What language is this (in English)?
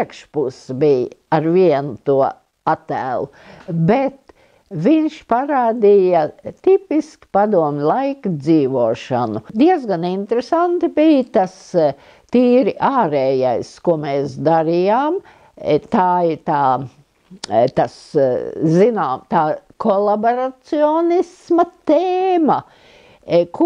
Latvian